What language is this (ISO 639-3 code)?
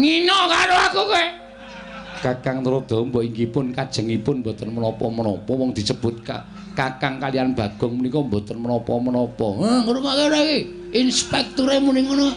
jav